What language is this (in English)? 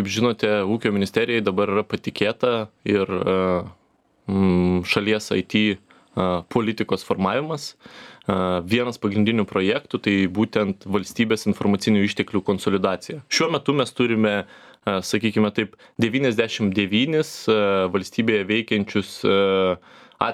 Lithuanian